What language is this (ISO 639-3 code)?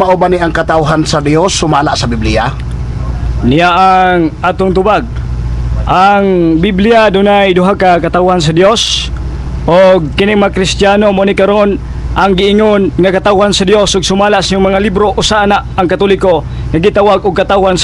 ceb